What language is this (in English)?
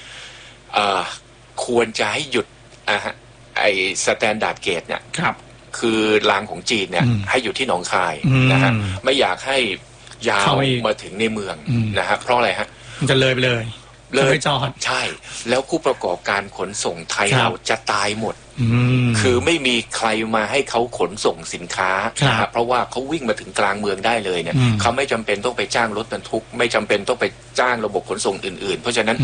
Thai